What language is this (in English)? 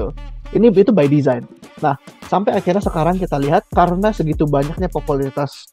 Indonesian